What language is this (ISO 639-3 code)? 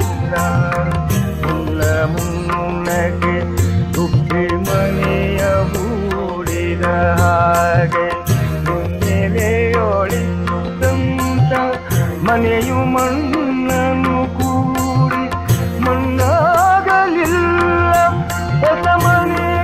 kan